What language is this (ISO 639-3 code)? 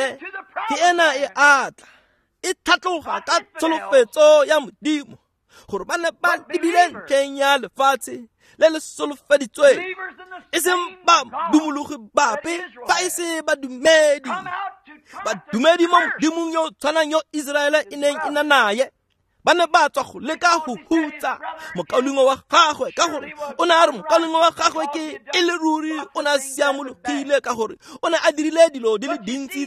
tsn